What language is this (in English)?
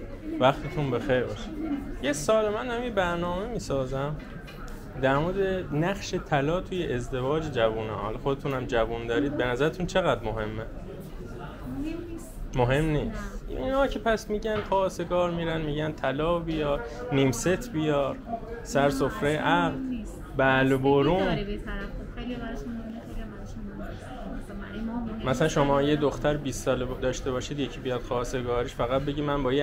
Persian